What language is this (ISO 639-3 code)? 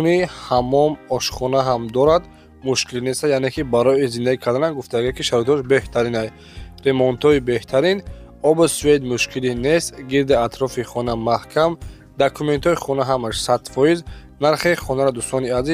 tgk